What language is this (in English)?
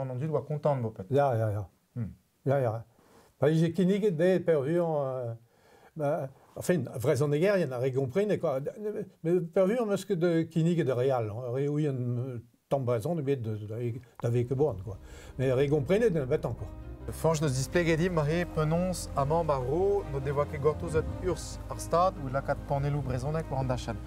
Breton